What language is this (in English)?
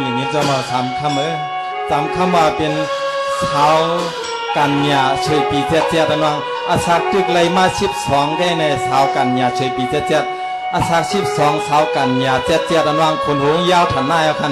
Shan